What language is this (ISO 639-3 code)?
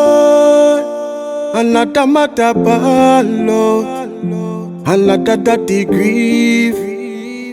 jam